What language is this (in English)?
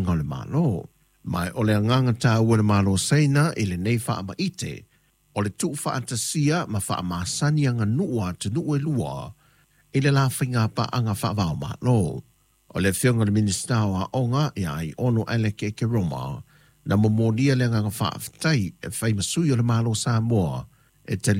Samoan